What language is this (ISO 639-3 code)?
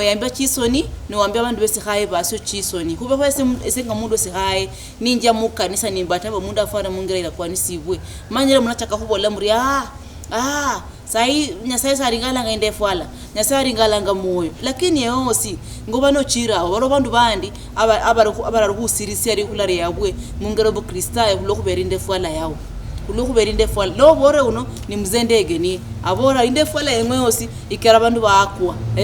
luy